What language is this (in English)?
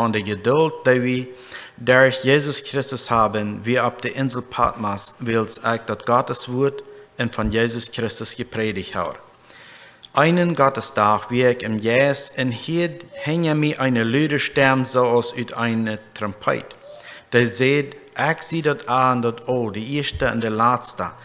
Plautdietsch